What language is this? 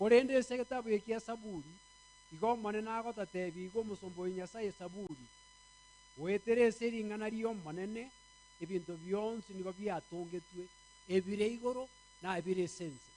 Gusii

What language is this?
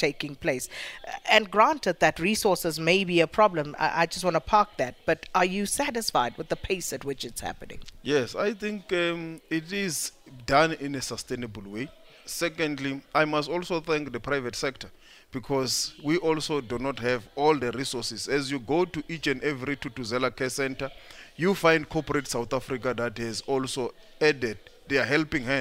English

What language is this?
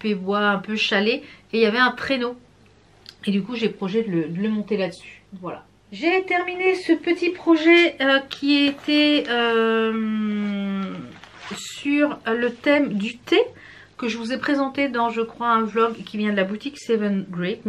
French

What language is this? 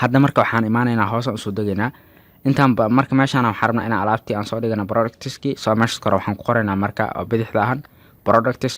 Somali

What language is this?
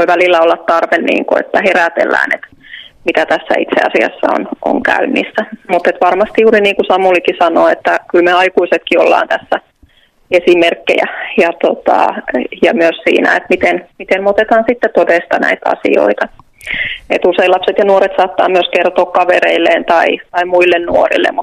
Finnish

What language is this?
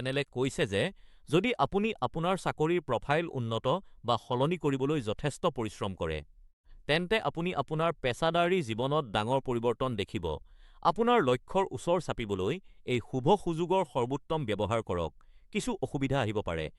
Assamese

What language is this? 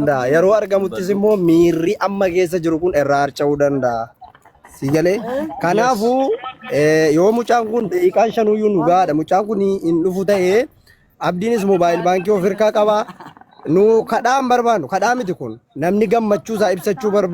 Oromo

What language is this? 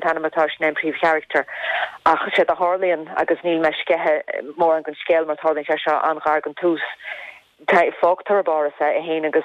Irish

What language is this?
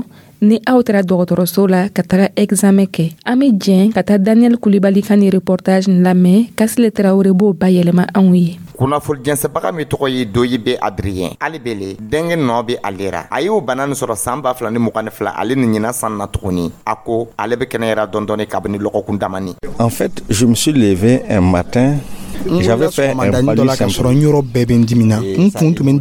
Dyula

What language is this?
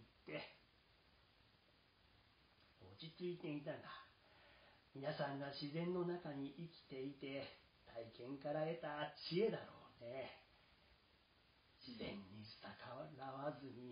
Japanese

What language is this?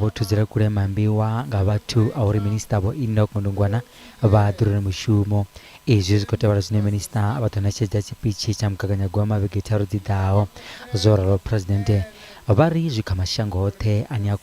Venda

